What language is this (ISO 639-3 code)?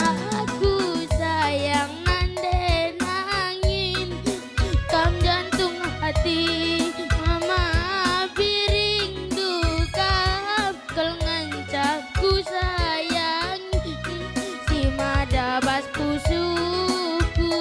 btx